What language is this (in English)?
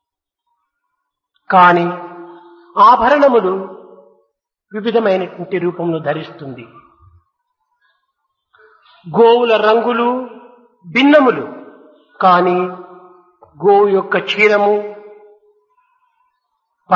Telugu